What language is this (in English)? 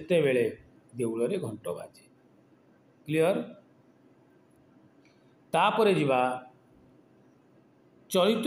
Odia